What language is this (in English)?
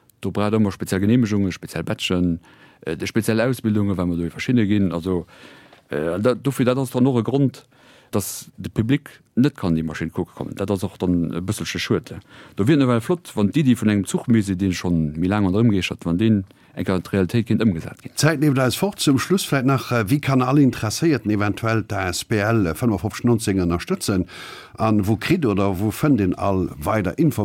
Luxembourgish